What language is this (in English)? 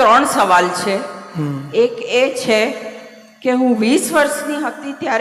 Gujarati